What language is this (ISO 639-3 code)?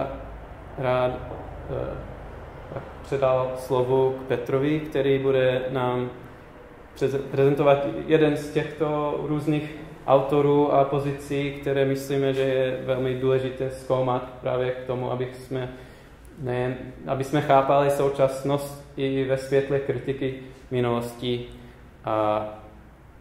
ces